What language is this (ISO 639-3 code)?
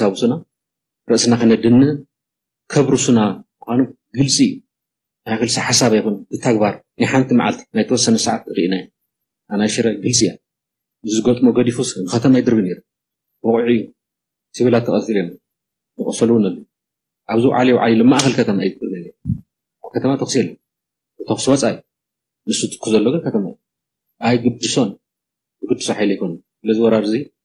tir